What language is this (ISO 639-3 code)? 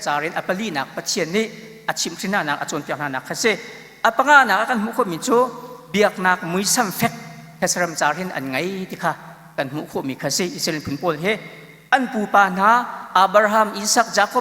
cnh